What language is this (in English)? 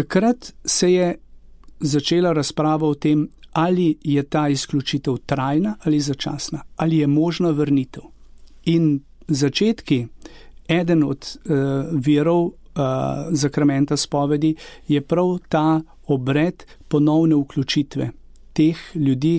Slovenian